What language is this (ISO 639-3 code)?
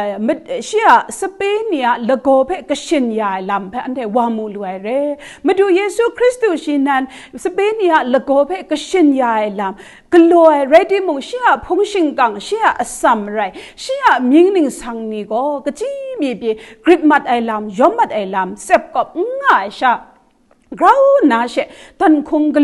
kac